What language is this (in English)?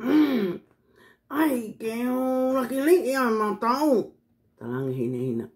Tongan